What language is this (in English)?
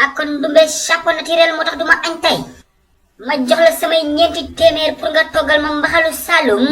Wolof